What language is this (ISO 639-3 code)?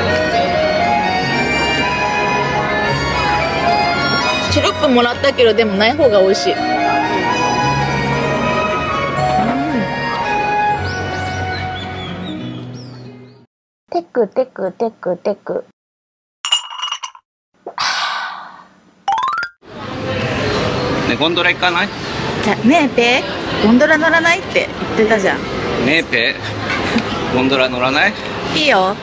jpn